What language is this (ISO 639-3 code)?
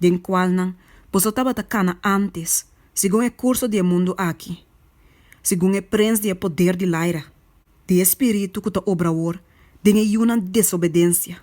pap